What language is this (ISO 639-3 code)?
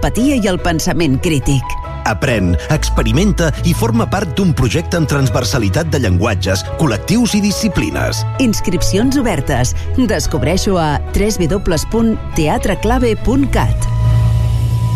cat